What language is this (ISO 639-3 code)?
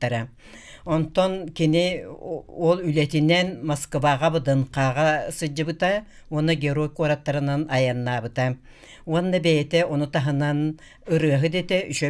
sah